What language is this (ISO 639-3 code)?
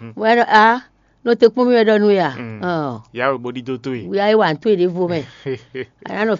fon